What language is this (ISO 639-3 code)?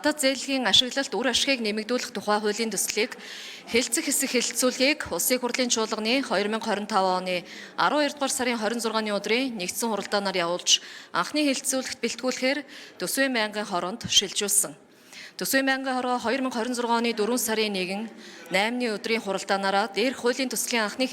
mon